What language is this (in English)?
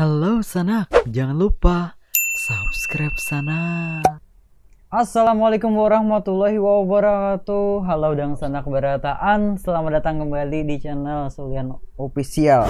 Banjar